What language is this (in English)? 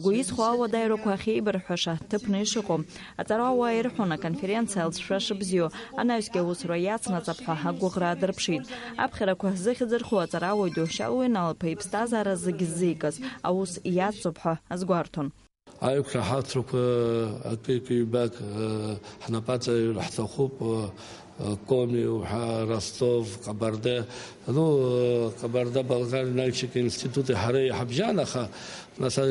Abkhazian